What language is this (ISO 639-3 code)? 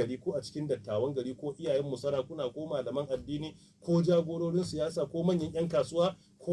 hau